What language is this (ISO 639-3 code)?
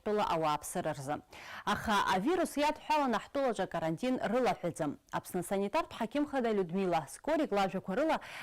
abk